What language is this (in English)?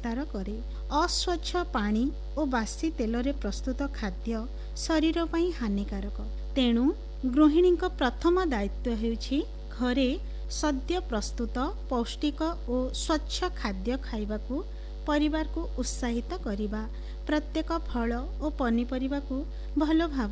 Odia